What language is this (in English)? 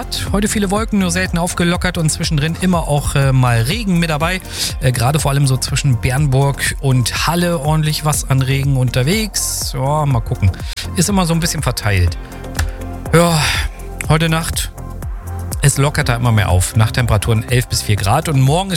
German